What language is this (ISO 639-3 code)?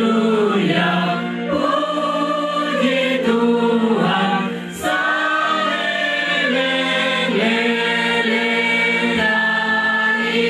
bbc